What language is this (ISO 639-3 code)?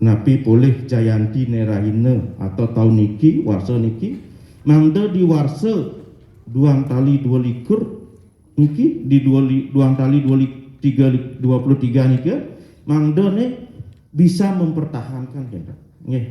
ban